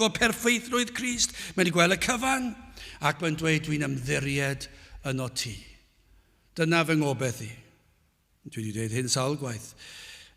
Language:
Welsh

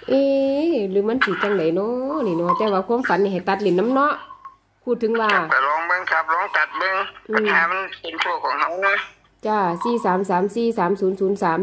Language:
Northeastern Thai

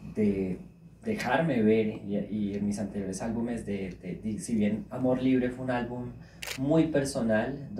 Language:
Spanish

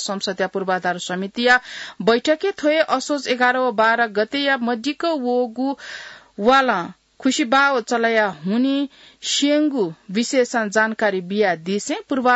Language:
Newari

